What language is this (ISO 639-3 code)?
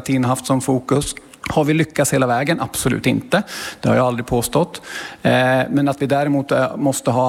swe